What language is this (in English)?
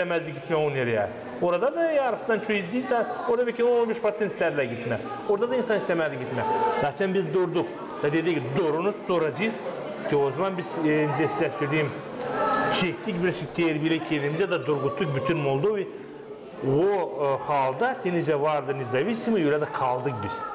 Gagauz